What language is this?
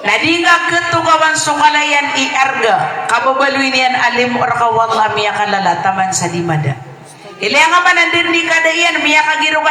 Maranao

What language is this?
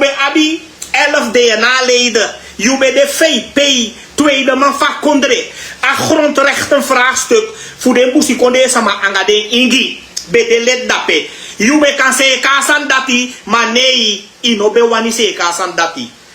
Sranan Tongo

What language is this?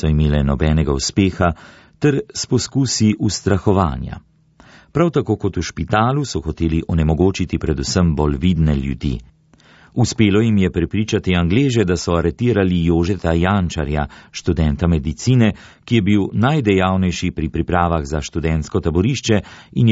Slovenian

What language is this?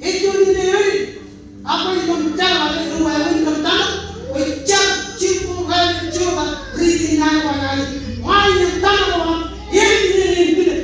Marshallese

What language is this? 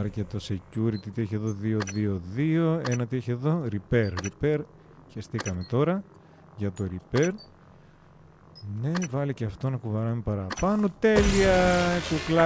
Greek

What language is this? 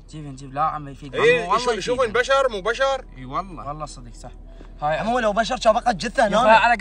Mesopotamian Arabic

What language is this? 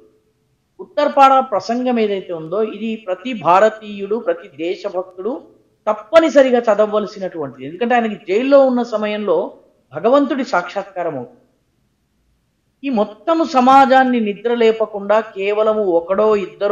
Telugu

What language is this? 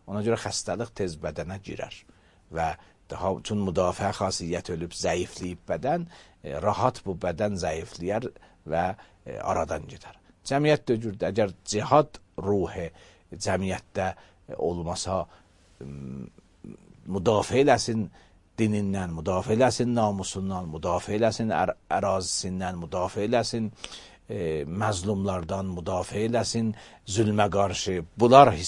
Azerbaijani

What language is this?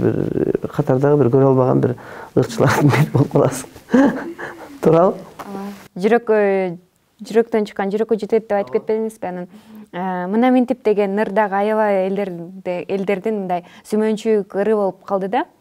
Kyrgyz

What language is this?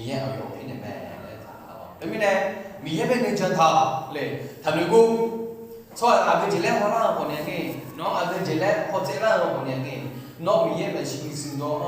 Akha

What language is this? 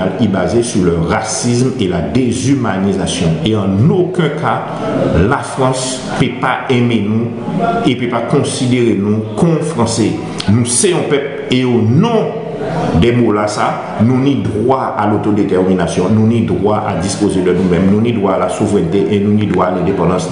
Guadeloupean Creole French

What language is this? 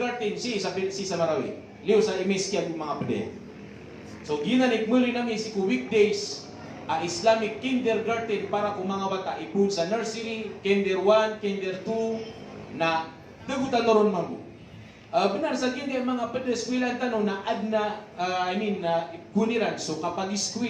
Maranao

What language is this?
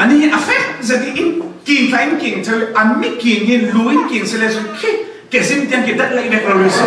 Falam Chin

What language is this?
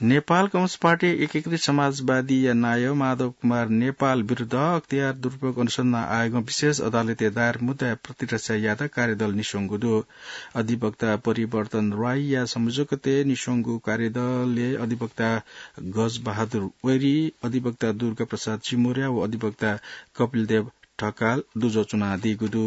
Newari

